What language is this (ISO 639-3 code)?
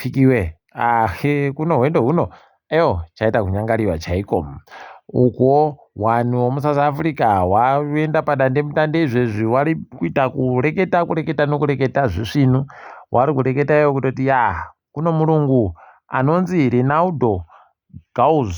ndc